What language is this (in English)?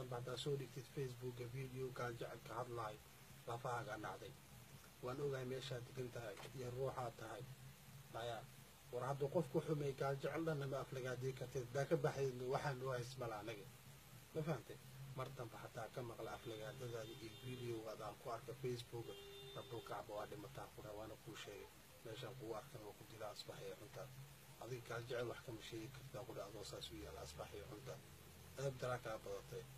Somali